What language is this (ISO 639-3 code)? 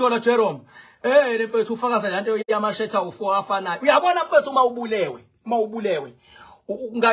zul